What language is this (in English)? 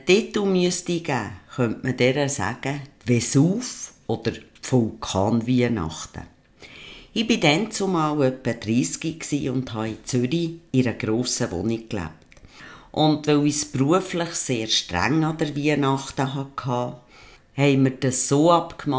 Swiss German